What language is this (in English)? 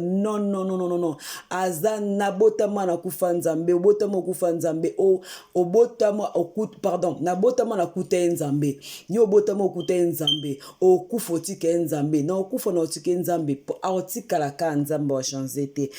Lingala